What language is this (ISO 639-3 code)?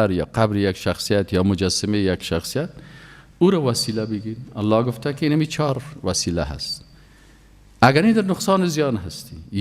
fas